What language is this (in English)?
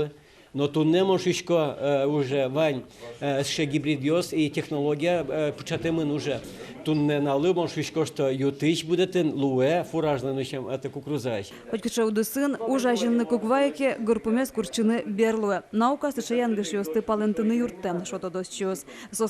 Udmurt